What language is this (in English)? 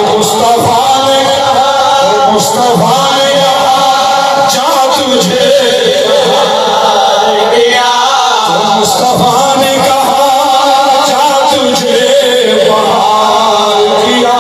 Saraiki